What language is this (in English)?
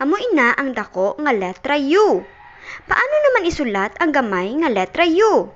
Hiligaynon